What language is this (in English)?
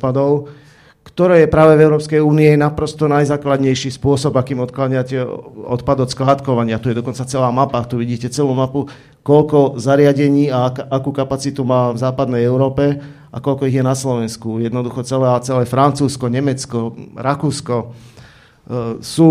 Slovak